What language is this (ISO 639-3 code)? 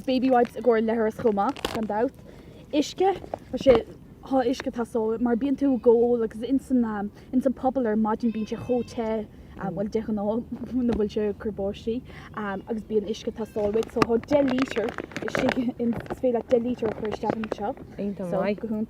gle